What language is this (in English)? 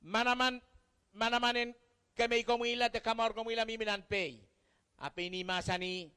Pohnpeian